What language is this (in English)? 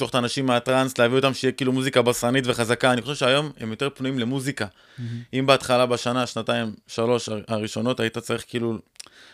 Hebrew